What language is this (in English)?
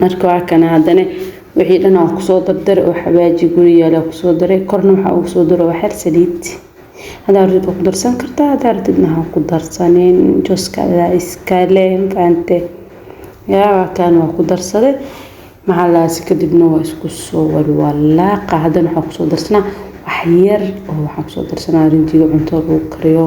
Somali